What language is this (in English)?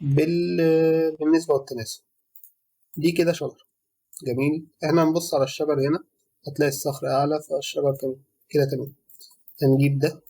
Egyptian Arabic